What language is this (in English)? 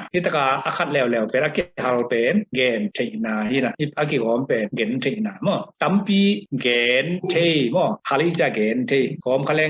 Tedim Chin